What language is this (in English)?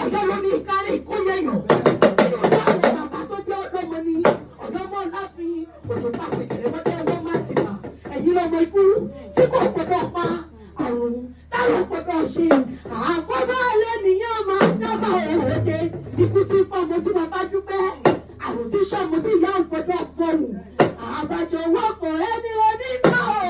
Yoruba